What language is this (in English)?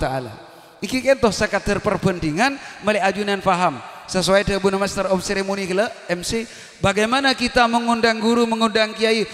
Madurese